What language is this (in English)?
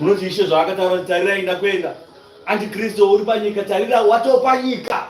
Shona